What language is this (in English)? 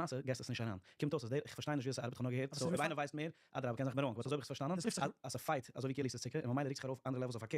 Yiddish